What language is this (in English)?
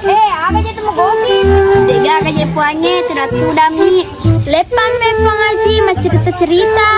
Buginese